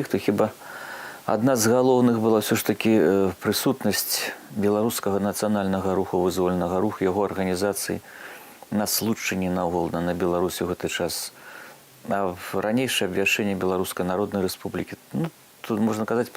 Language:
Belarusian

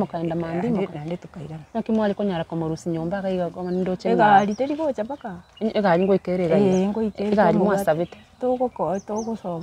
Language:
Gusii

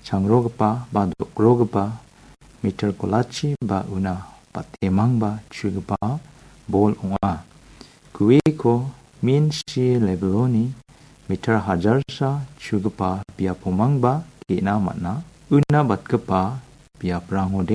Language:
Garo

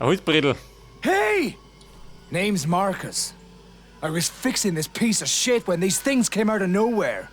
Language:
Bavarian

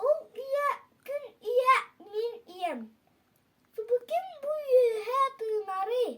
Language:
Yakut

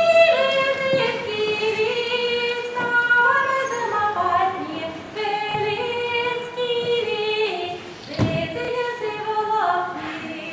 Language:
Chuvash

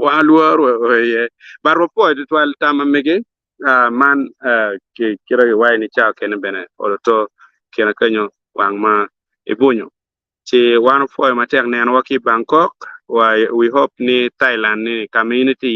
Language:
Acoli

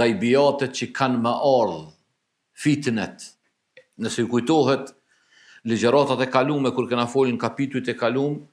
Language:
Albanian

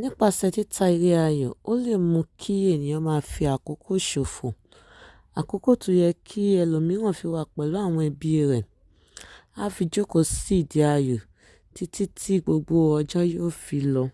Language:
Yoruba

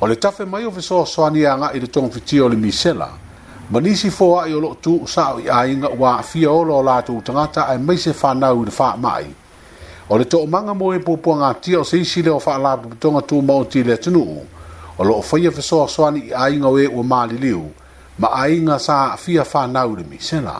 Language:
Samoan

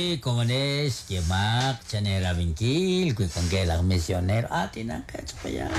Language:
Kekchí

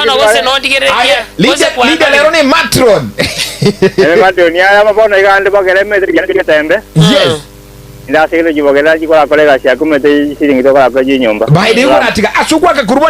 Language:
Gusii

